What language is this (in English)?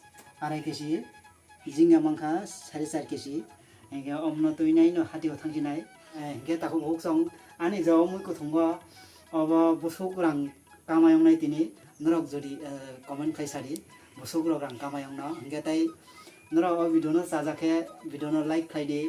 Kok Borok